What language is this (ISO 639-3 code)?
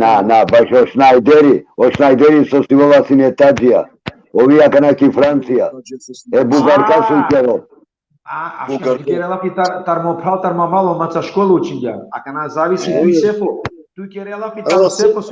rmn